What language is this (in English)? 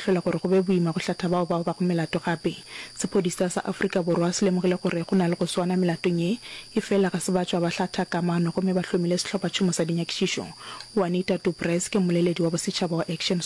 Northern Sotho